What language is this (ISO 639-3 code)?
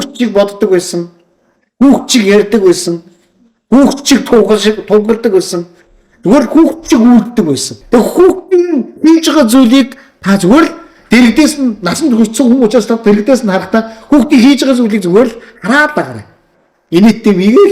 mon